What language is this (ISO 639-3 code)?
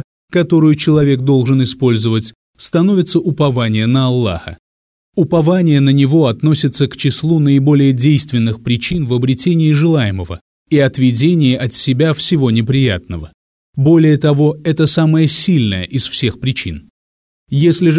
rus